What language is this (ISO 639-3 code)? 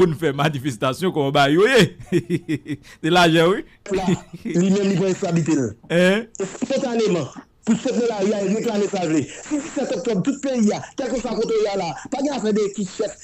hat